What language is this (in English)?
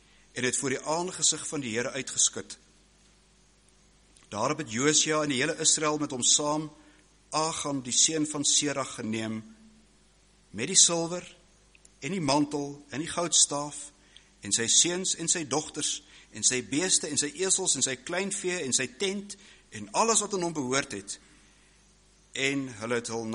Afrikaans